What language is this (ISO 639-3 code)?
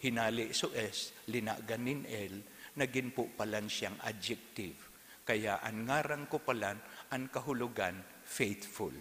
bik